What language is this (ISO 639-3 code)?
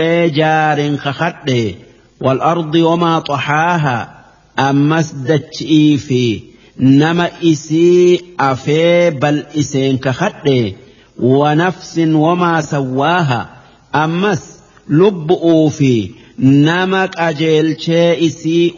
orm